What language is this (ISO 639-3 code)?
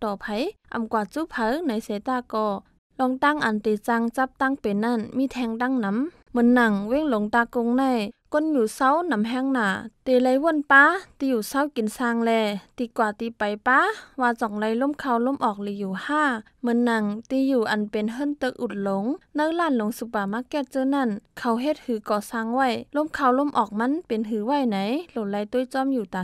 shn